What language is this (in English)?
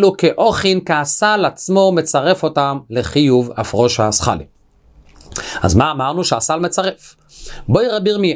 Hebrew